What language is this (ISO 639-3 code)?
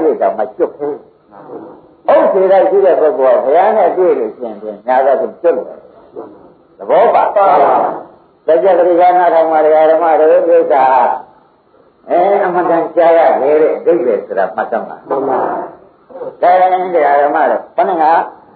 mya